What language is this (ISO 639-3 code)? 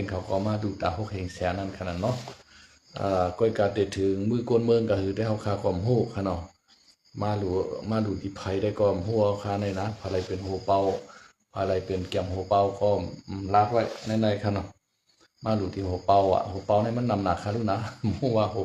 shn